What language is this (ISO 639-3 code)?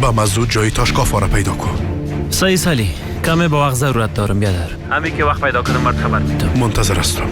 fas